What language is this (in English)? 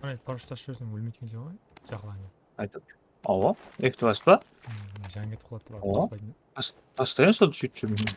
Kara-Kalpak